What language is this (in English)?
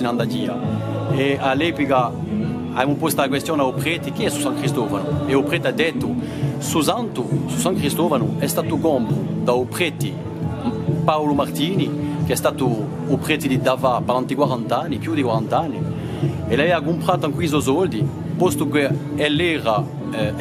Corsican